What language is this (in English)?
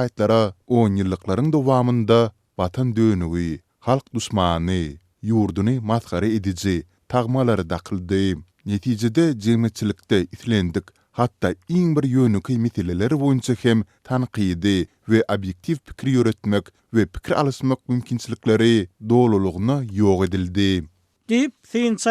Turkmen